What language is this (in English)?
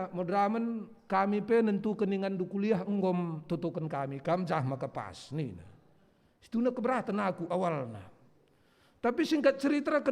Batak Karo